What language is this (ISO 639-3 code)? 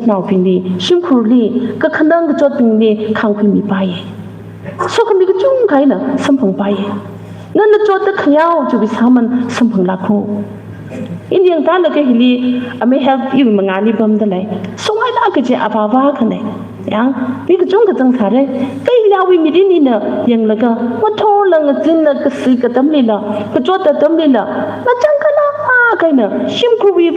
nmf